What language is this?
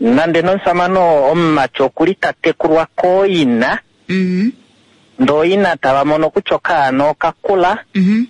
Kuanyama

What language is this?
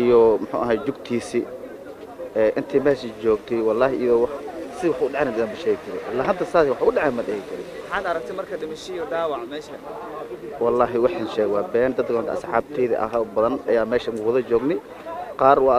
Somali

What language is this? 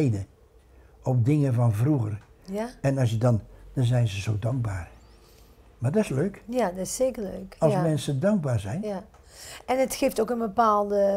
Dutch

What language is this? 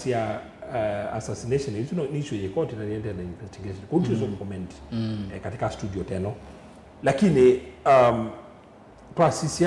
Kamba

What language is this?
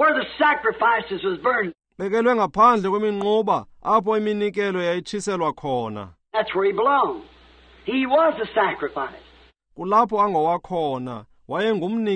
Xhosa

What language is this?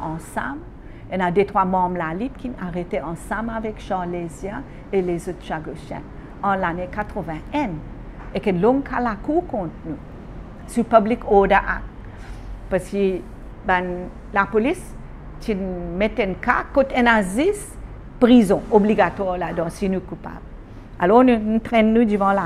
Morisyen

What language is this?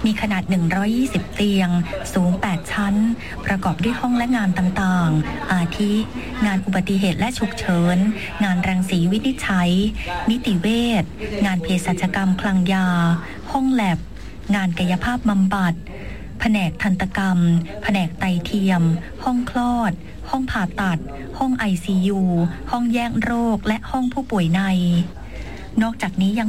Thai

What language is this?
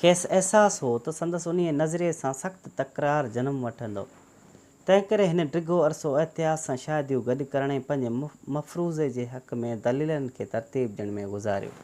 Sindhi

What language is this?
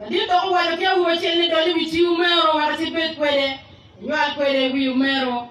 Acoli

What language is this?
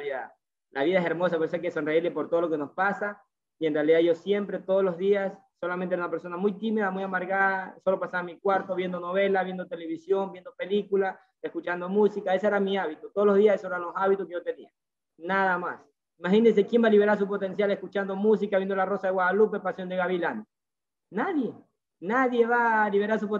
Spanish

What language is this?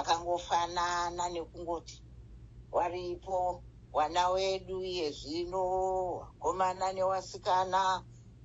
Shona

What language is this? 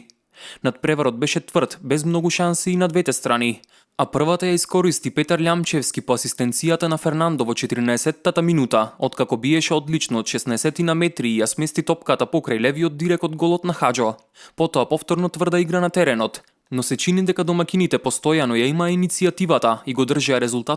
Macedonian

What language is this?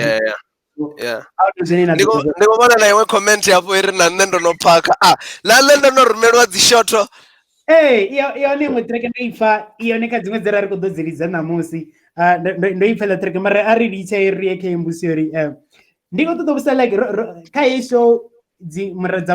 Venda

